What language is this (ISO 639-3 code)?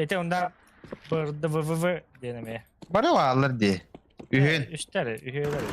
sah